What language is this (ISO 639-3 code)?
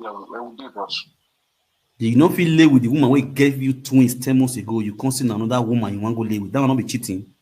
pcm